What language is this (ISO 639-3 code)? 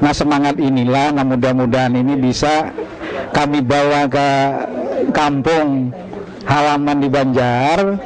bjn